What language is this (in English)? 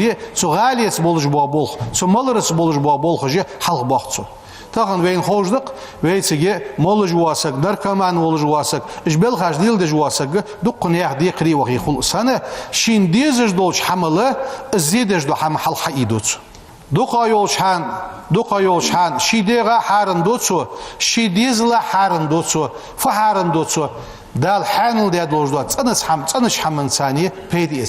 Ingush